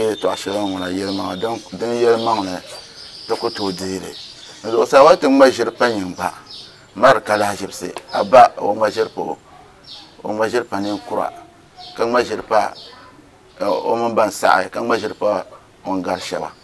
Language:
Dagbani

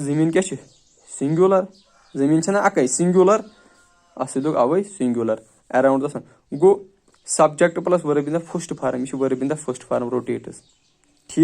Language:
Kashmiri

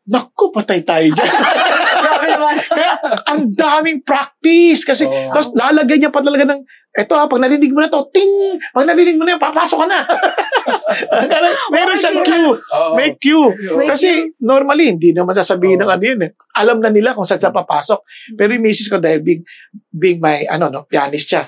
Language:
Filipino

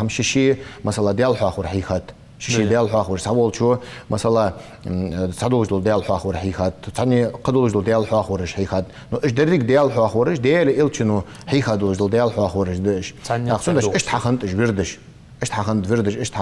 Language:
Ingush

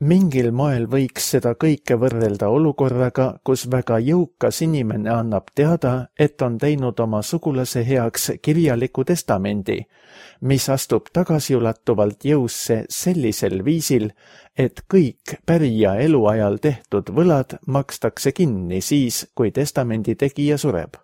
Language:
Estonian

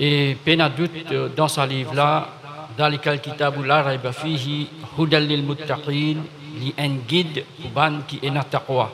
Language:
Morisyen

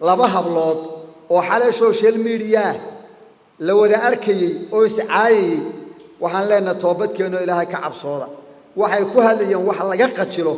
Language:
Somali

